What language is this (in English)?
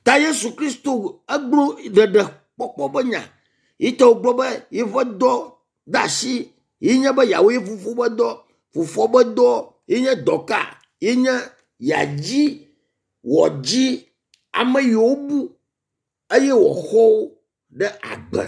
Ewe